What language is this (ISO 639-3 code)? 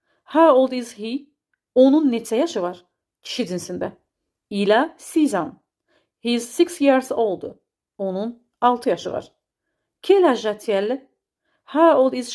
aze